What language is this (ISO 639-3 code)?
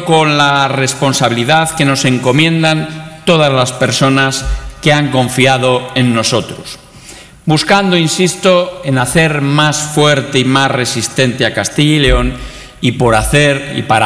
spa